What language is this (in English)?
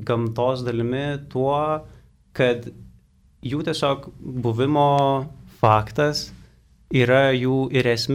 Lithuanian